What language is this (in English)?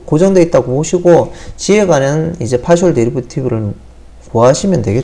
Korean